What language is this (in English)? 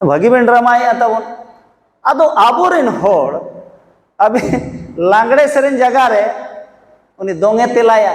Santali